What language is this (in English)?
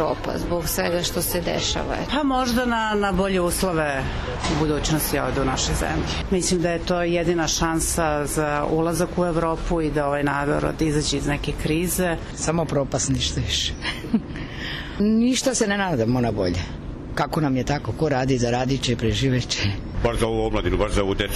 Serbian